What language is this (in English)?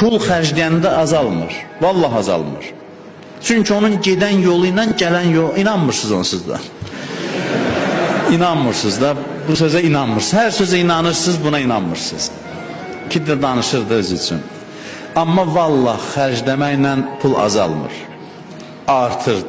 Azerbaijani